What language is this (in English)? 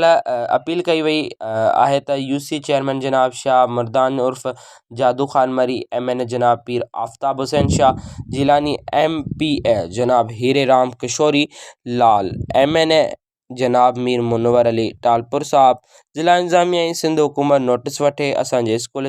Sindhi